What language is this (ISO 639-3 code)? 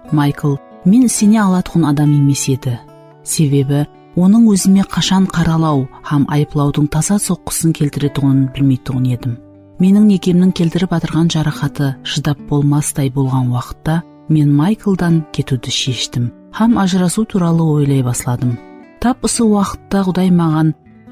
kaa